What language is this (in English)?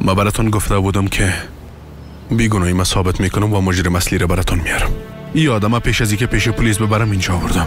Persian